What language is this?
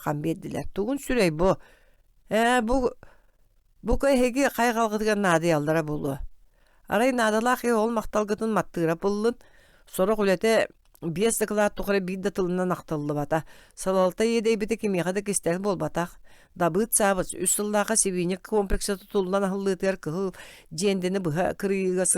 Yakut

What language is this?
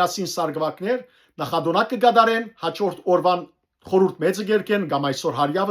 Western Armenian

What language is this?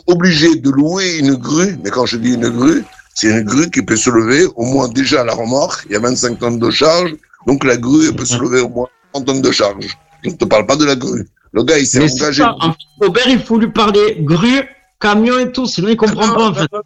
French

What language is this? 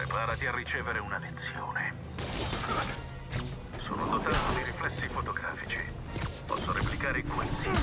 Italian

